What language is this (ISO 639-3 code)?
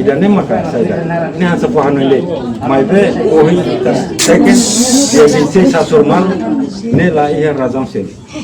tet